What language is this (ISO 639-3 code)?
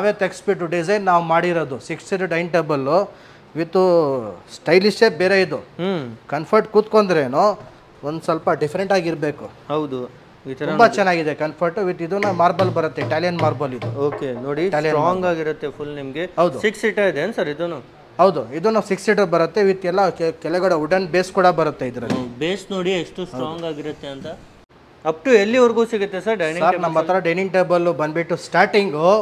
kan